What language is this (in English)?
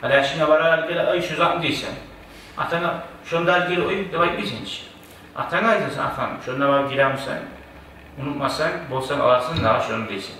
Kumyk